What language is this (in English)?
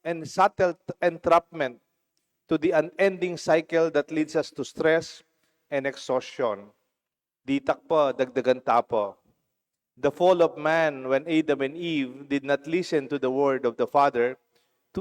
Pampanga